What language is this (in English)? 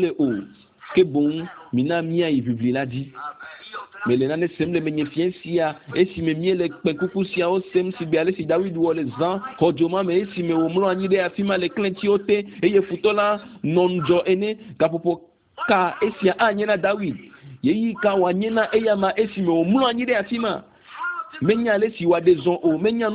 Ewe